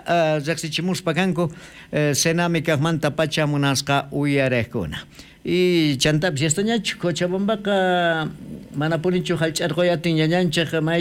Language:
South Bolivian Quechua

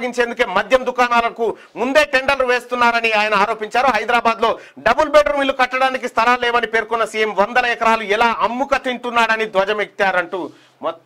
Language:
Telugu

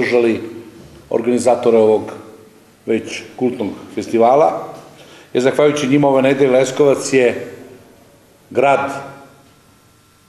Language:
Serbian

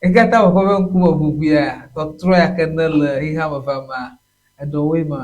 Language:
Ewe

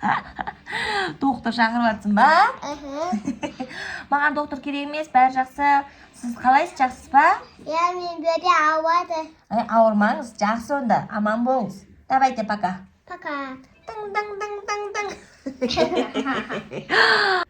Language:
Kazakh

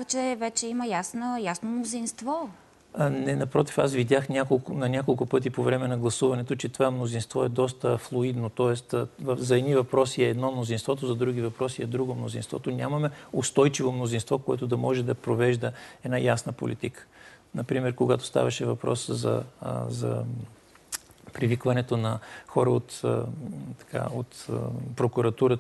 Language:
Bulgarian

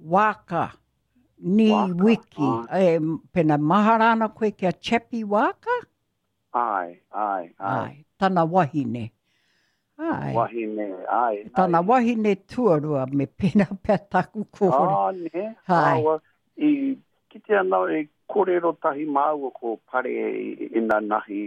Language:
Māori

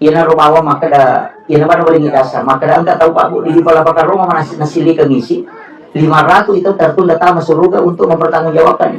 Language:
Buginese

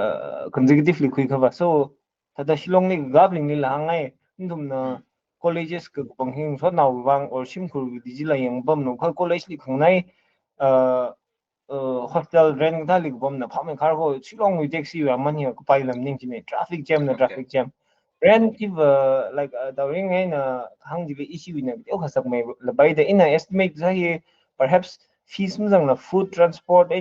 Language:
Tangkhul Naga (India)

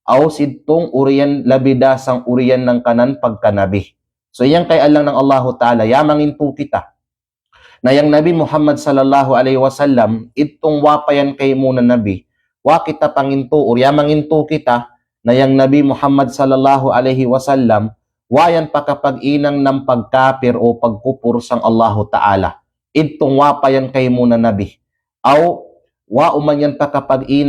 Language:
Kalagan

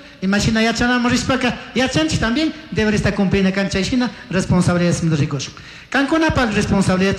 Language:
Chimborazo Highland Quichua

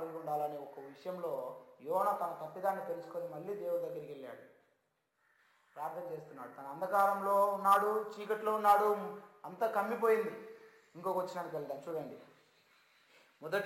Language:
Telugu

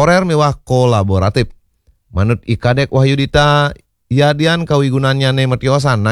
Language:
Balinese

